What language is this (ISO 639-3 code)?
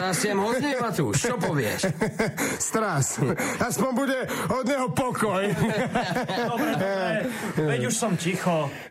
slk